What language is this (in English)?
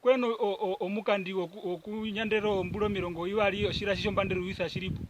Herero